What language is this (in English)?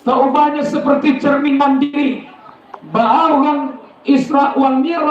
Minangkabau